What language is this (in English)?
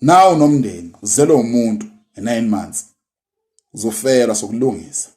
Zulu